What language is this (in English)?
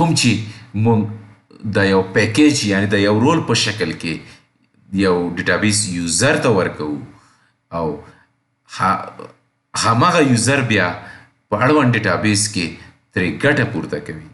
Pashto